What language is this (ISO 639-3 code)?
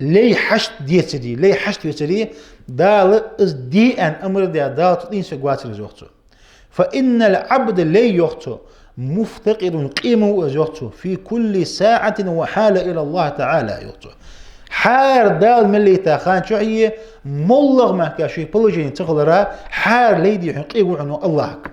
inh